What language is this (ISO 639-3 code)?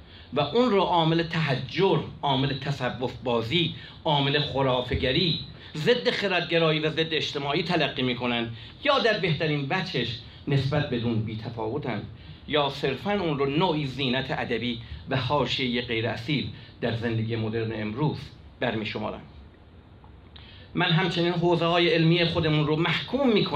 fas